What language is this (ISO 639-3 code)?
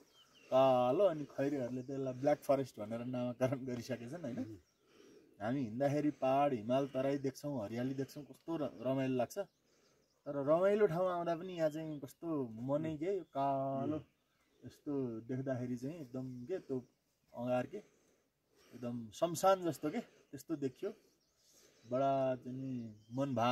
nep